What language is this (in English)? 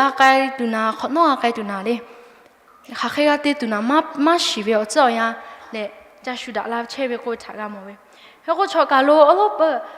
Lahu